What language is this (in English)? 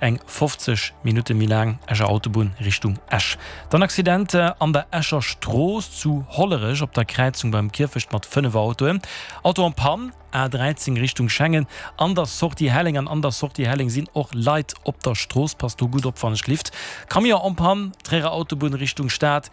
Luxembourgish